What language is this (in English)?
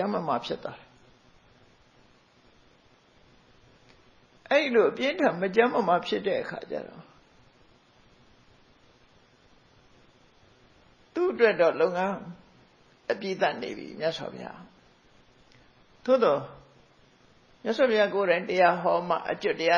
Burmese